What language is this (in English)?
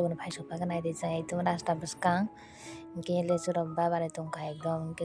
Kok Borok